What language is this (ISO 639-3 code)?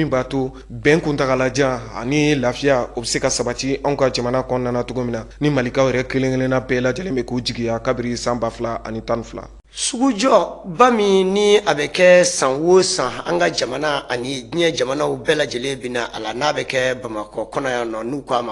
bam